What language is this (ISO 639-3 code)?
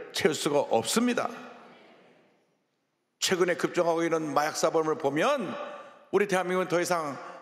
kor